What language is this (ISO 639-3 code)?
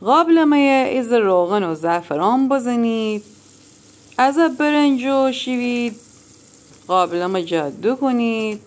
glk